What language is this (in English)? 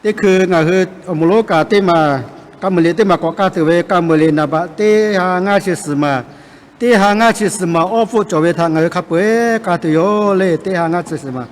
Lahu